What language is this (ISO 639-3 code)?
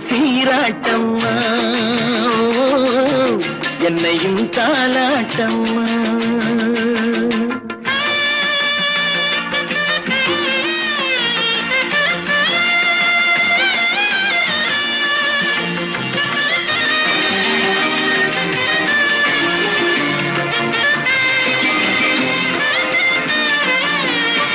tam